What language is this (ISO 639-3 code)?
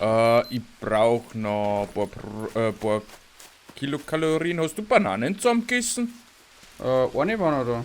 bar